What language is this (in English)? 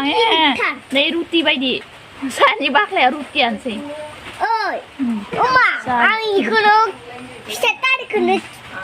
Bodo